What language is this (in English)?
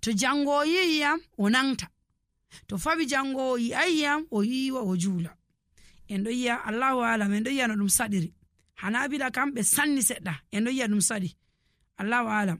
Nigerian Fulfulde